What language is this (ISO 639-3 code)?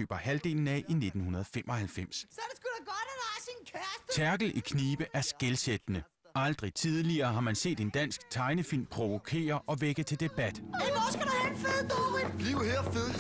dan